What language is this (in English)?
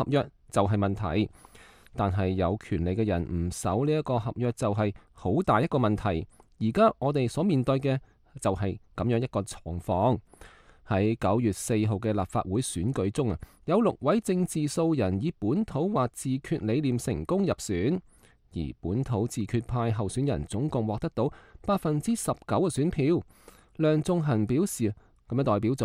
Cantonese